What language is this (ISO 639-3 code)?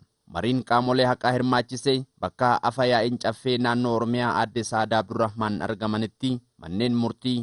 orm